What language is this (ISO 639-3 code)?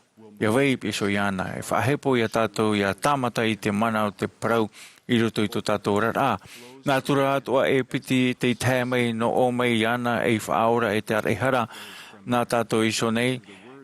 tah